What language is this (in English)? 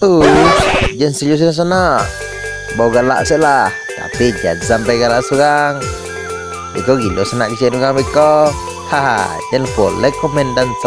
Minangkabau